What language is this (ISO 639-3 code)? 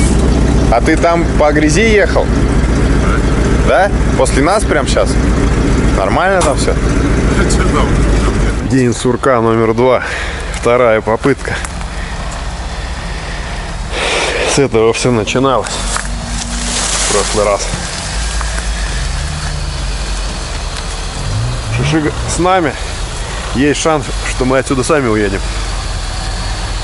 rus